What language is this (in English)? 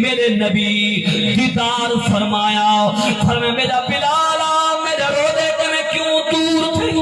Saraiki